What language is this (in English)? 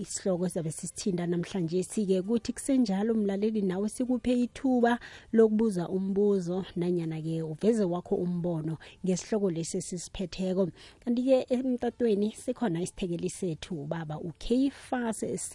South Ndebele